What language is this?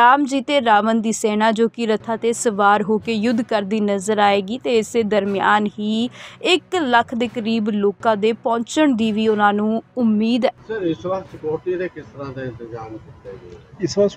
Punjabi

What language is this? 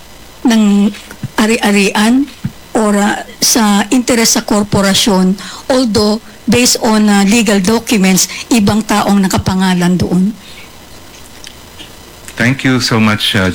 Filipino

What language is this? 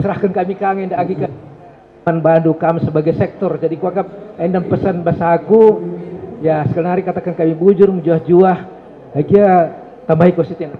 Batak Karo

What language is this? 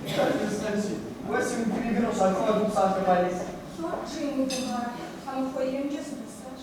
Kabardian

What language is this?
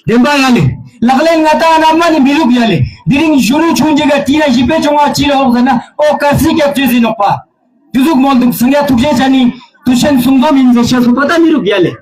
Ladakhi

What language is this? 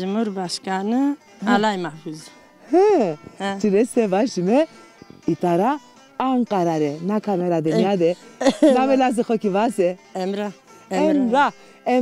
Zaza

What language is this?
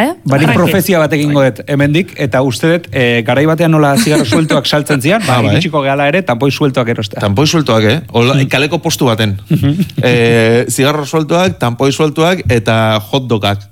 Basque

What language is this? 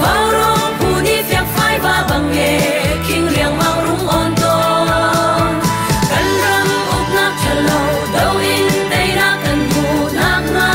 Hakha Chin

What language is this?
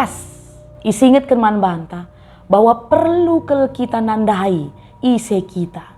Batak Karo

